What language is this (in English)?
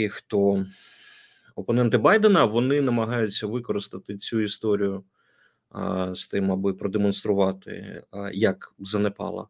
Ukrainian